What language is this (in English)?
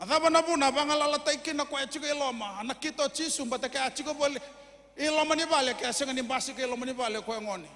Fijian